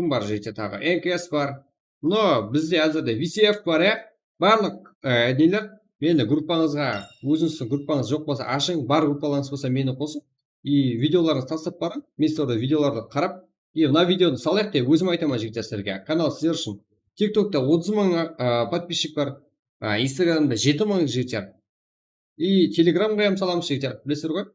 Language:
Kara-Kalpak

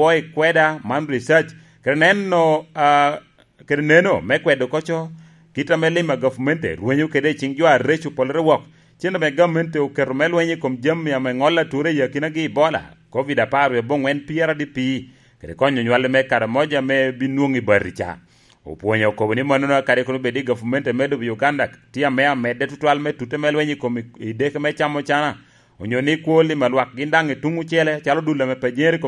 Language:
Lango (Uganda)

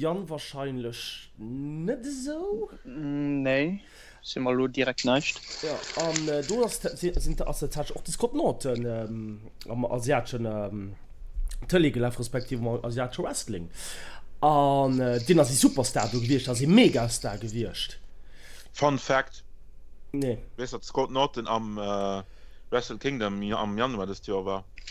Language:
Luxembourgish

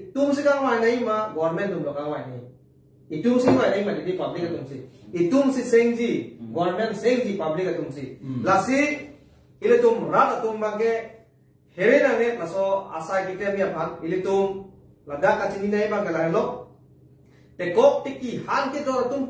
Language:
Karbi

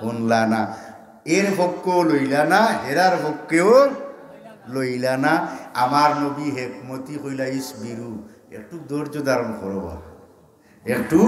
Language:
Sylheti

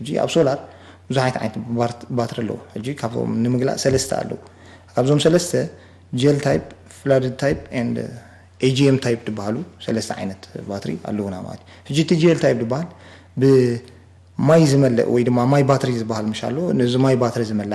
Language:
Tigrinya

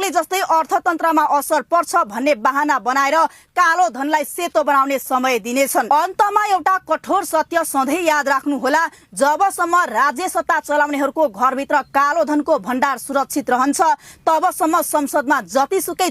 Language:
Nepali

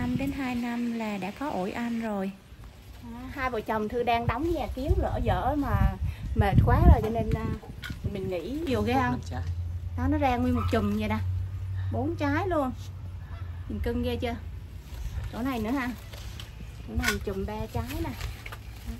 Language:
Vietnamese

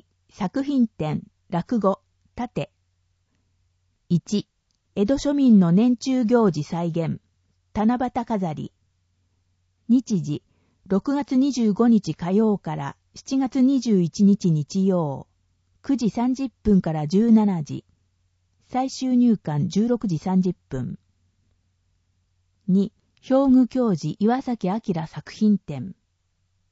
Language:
Japanese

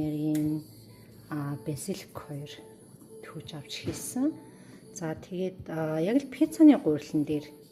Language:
Mongolian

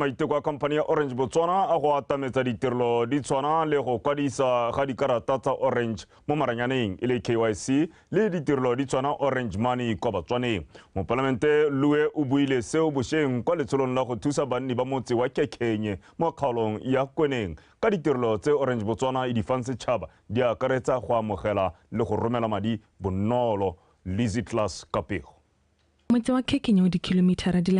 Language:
Tswana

